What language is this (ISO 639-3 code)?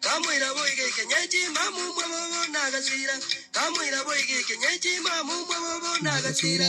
guz